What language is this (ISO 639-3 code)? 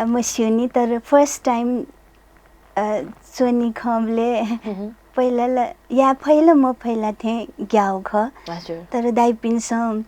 new